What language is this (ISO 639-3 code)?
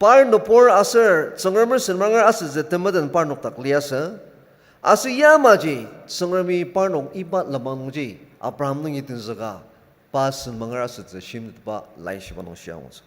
njo